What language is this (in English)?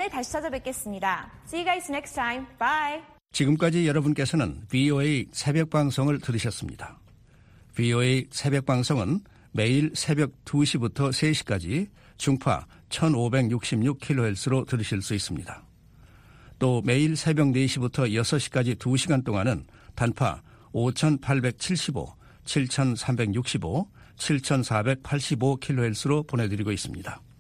Korean